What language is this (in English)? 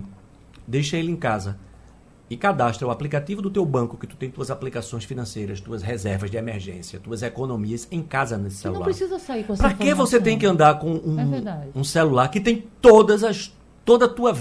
Portuguese